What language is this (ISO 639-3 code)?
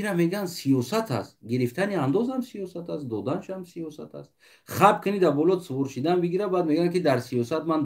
tgk